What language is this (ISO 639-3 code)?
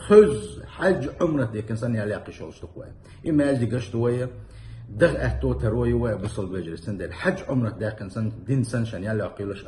che